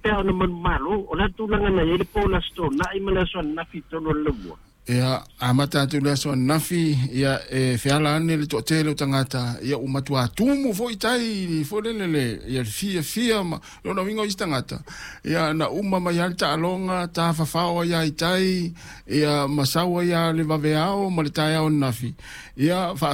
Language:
Samoan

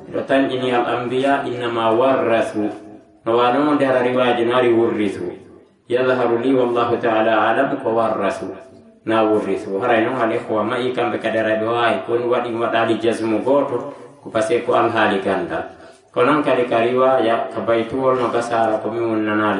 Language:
Fula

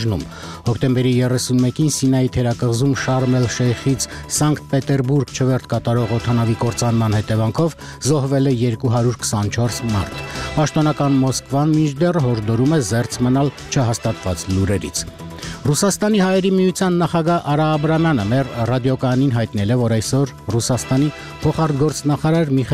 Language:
Armenian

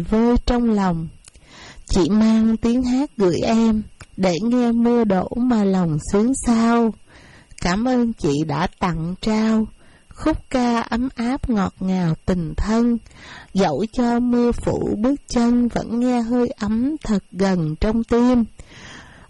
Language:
Vietnamese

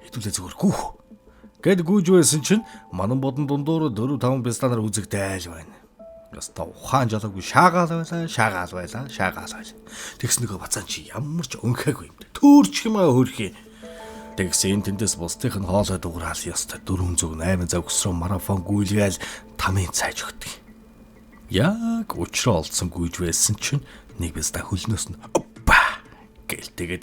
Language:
Mongolian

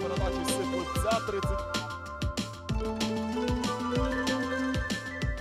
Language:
Ukrainian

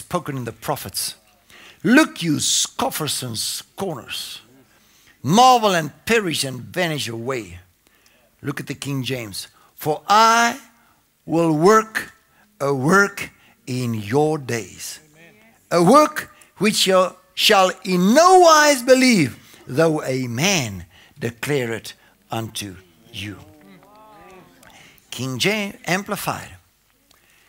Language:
English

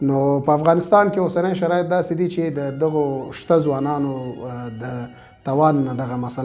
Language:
Pashto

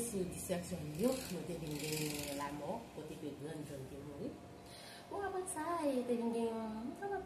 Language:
Haitian Creole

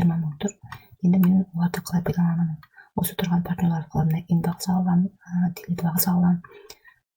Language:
Kazakh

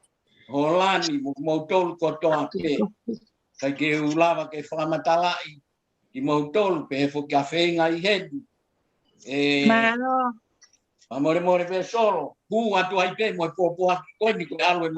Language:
Tongan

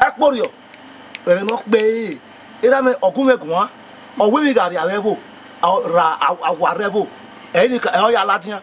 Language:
Bini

